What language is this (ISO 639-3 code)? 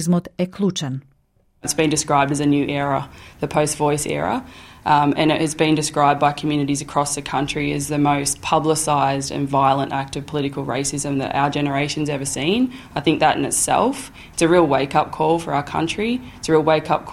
mkd